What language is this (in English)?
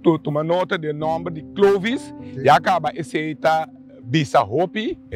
Papiamento